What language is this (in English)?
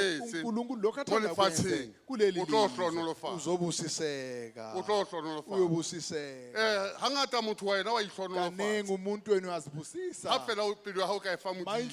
Southern Sotho